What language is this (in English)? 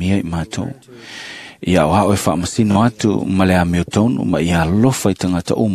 Samoan